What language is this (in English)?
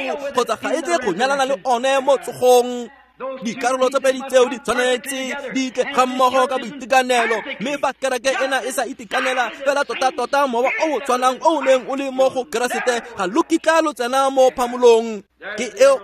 Tswana